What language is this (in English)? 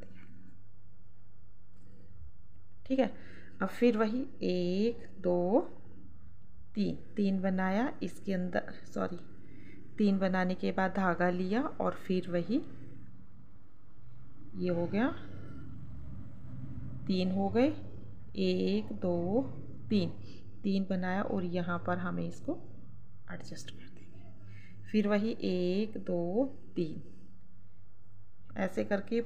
Hindi